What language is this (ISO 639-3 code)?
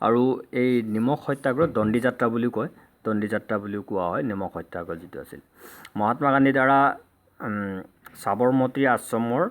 asm